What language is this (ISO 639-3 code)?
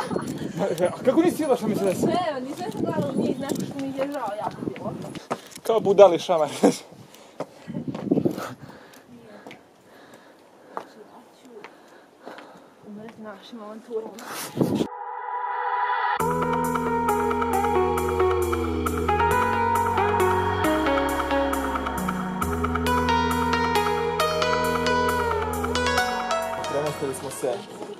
srp